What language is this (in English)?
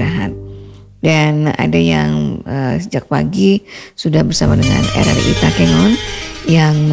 Indonesian